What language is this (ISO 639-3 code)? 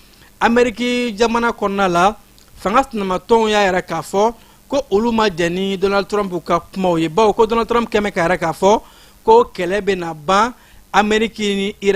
bam